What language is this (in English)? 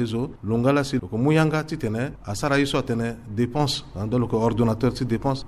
Sango